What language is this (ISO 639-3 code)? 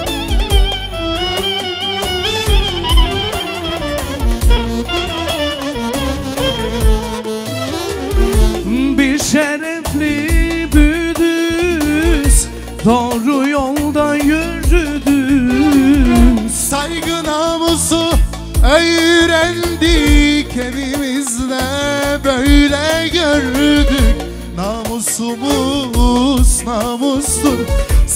tur